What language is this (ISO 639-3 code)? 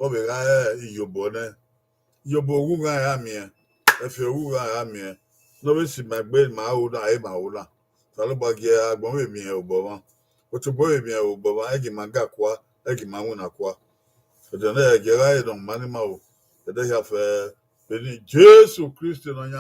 bin